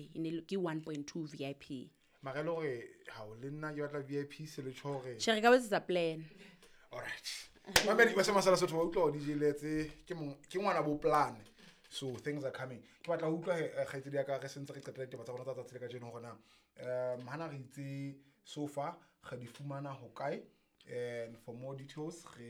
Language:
Southern Sotho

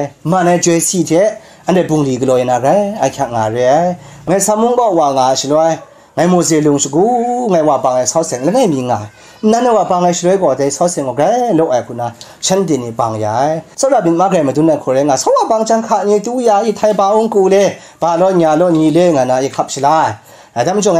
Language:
Kachin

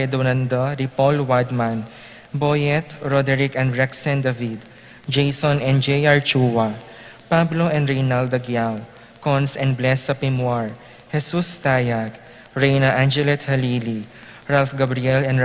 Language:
Pampanga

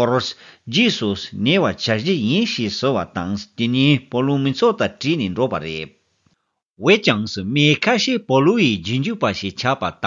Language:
Tibetan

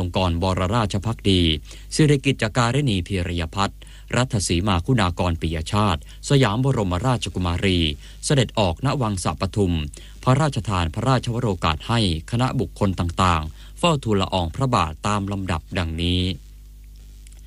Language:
Thai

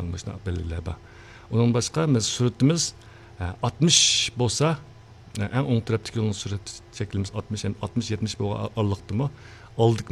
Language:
Uyghur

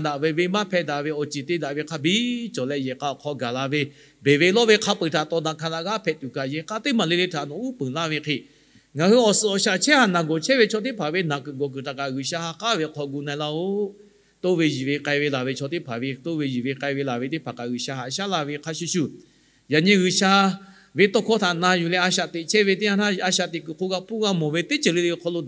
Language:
Lahu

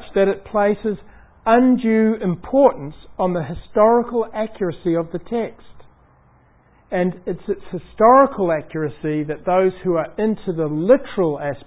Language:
English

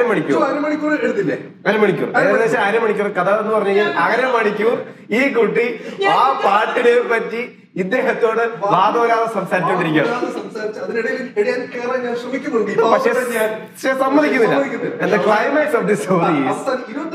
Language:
Malayalam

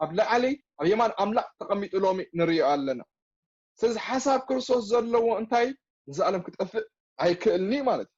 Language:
Tigrinya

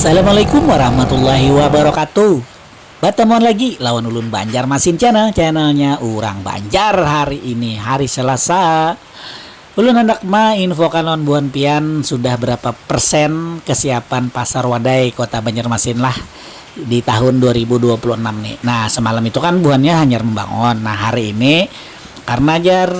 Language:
Banjar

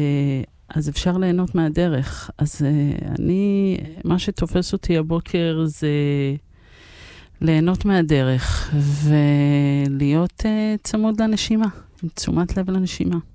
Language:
Hebrew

